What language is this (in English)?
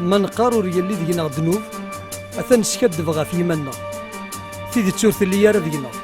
Kabyle